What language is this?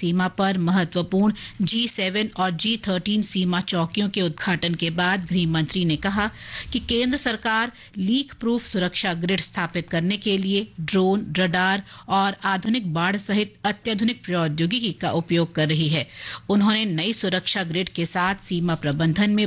Hindi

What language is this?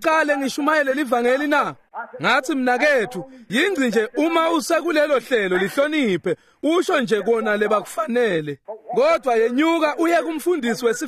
Swati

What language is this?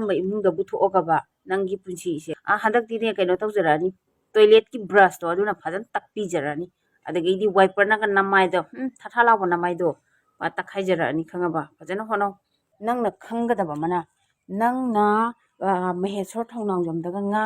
Manipuri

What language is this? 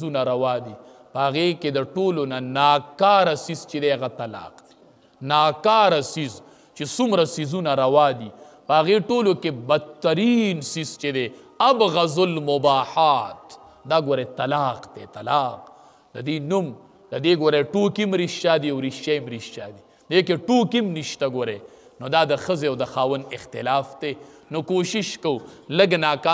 Pashto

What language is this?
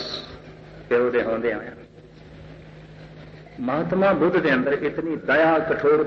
Punjabi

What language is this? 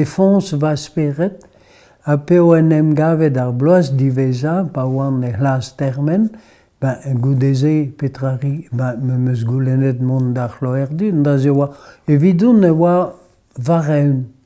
Breton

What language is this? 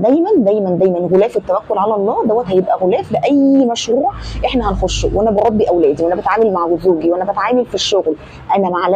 Egyptian Arabic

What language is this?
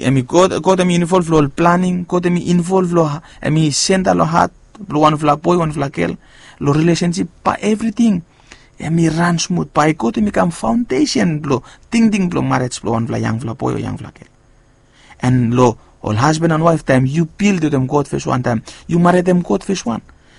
Bislama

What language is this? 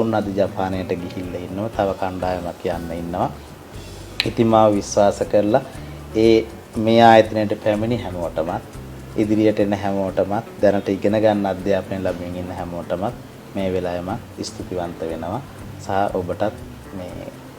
Sinhala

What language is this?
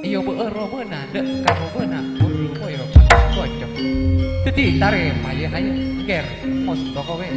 Madurese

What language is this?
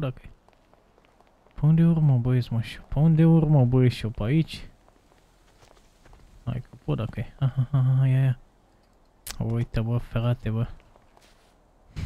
Romanian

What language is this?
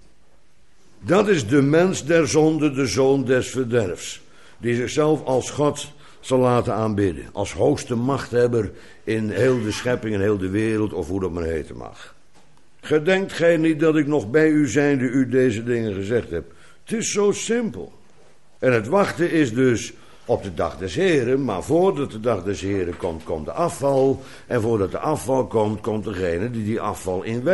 Dutch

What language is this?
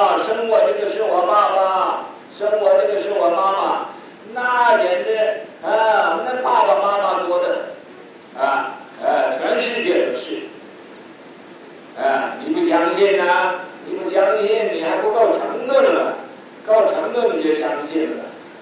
Chinese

